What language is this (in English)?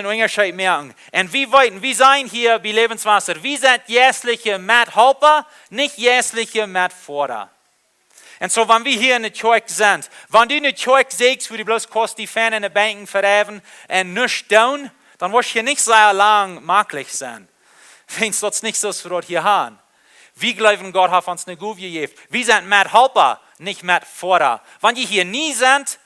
Plautdietsch